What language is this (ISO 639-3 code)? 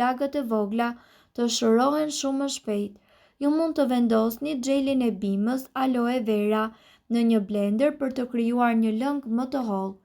sqi